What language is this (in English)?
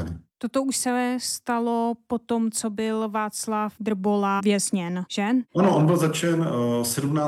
Czech